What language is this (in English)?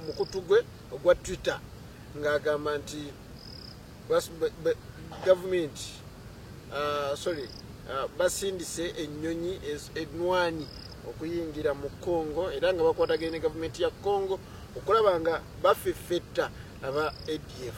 Ganda